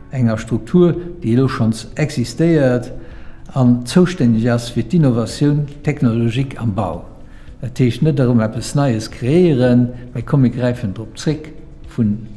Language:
Luxembourgish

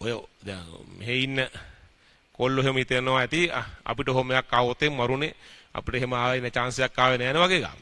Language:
Sinhala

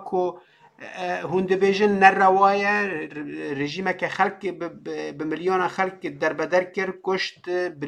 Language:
Kurdish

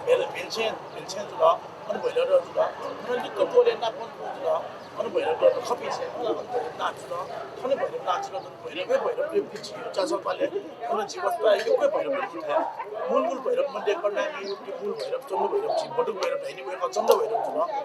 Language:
Newari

